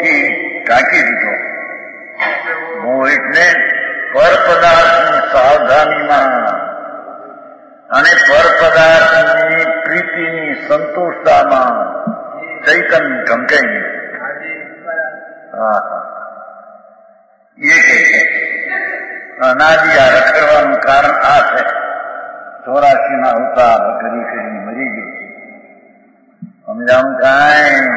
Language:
Gujarati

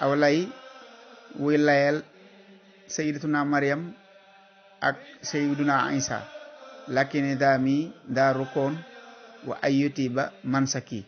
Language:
Wolof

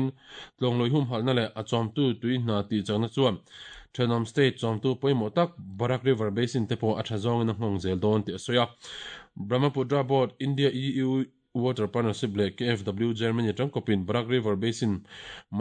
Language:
Mizo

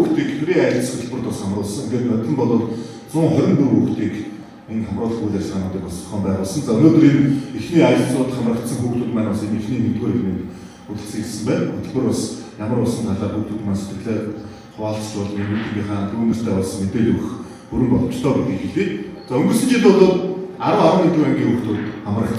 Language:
Mongolian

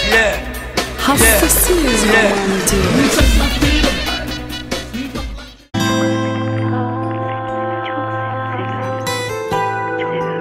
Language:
Turkish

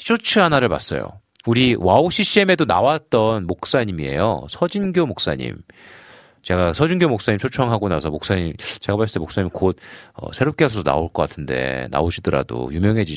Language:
Korean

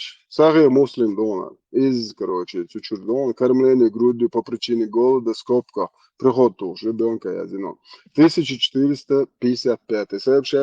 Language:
Chechen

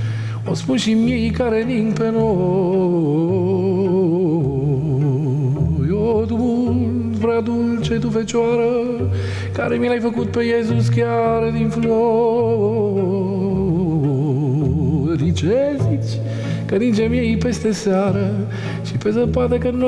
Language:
Romanian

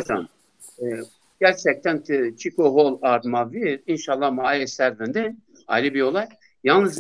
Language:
Zaza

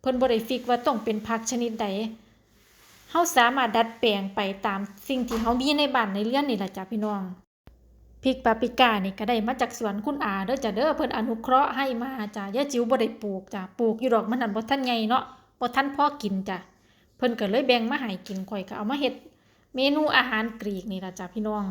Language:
Lao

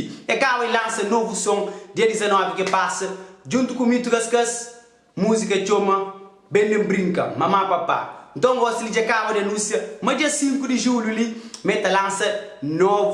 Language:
Kabuverdianu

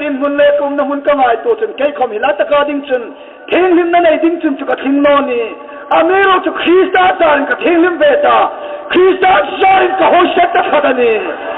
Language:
Hmar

